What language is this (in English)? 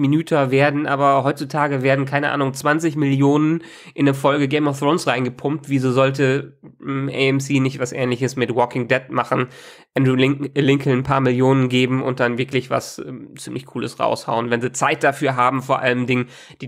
German